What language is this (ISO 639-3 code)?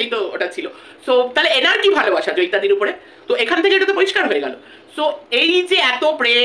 ben